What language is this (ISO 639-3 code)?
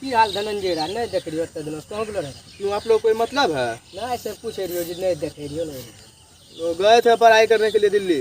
mai